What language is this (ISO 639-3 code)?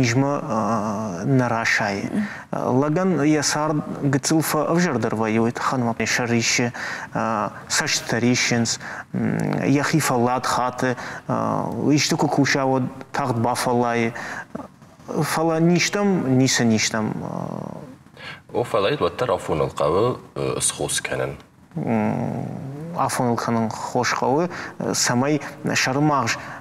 oss